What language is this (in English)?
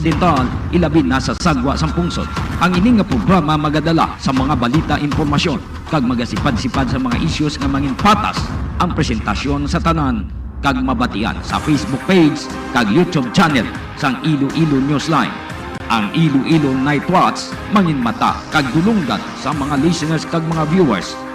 Hiligaynon